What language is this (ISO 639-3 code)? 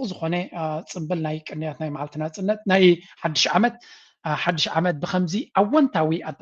tir